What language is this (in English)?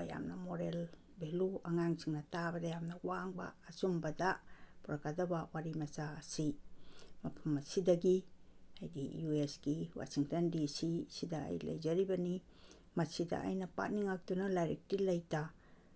Manipuri